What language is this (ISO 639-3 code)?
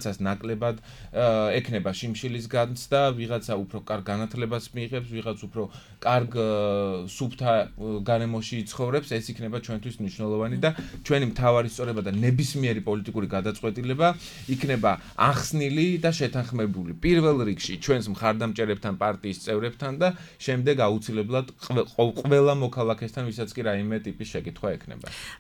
kat